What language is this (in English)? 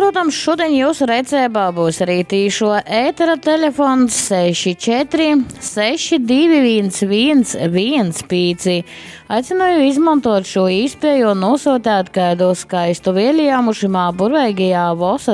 Latgalian